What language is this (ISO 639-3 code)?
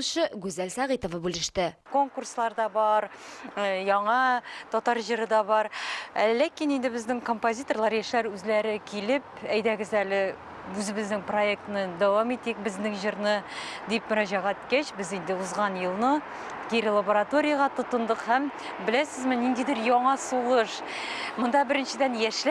tat